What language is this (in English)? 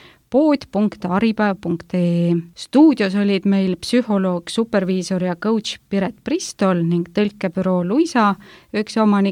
Estonian